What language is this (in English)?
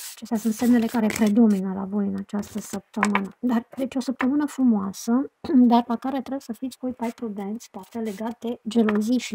Romanian